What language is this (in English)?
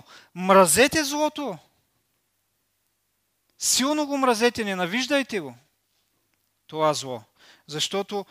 Bulgarian